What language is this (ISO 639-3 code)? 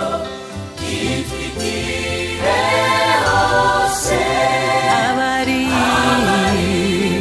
kin